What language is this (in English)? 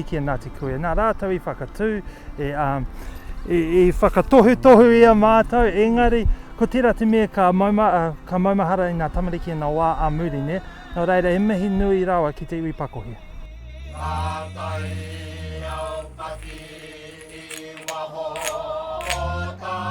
Māori